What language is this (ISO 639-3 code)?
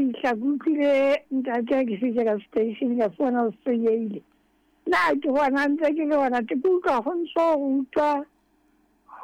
sot